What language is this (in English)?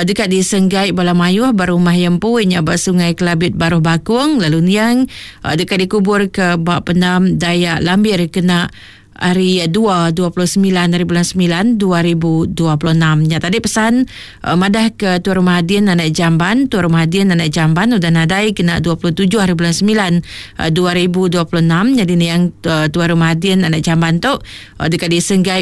Iban